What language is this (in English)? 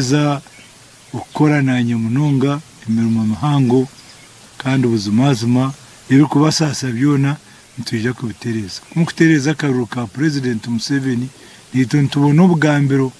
Nyankole